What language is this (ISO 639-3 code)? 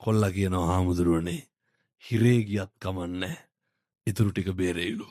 sin